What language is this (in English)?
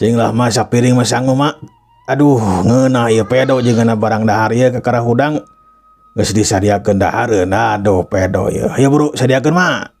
Sundanese